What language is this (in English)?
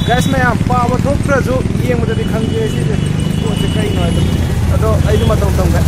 Manipuri